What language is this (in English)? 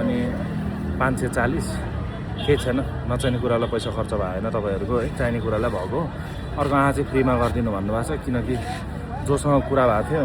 Nepali